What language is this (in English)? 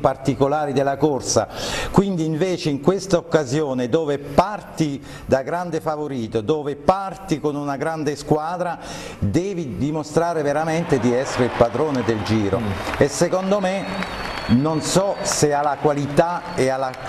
Italian